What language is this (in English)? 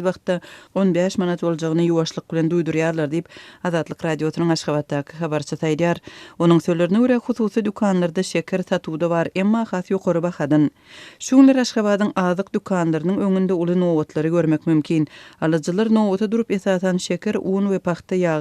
Turkmen